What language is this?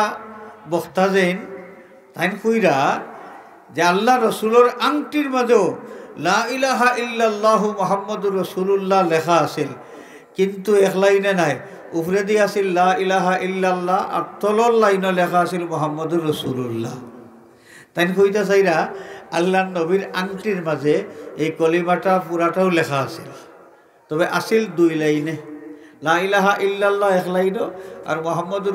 Sylheti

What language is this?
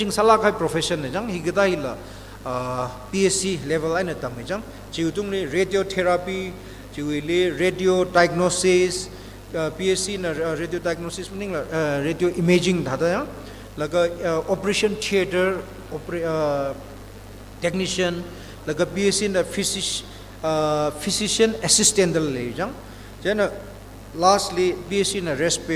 Tangkhul Naga (India)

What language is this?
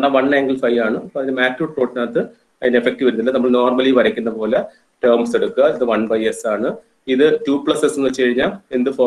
Malayalam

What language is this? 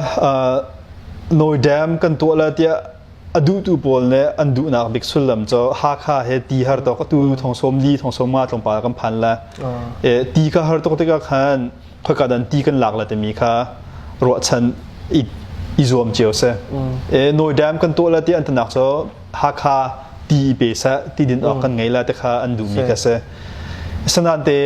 Hakha Chin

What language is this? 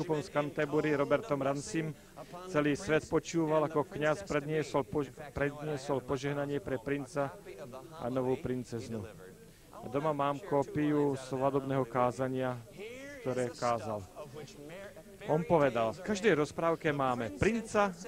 Slovak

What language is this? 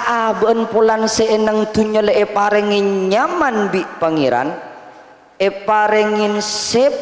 Madurese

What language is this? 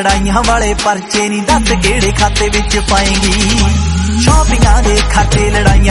Punjabi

